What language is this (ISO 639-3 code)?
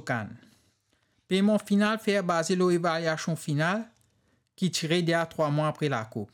mfe